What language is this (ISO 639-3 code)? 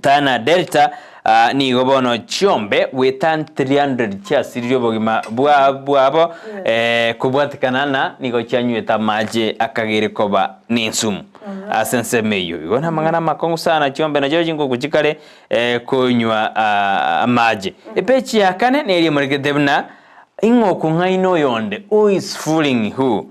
guz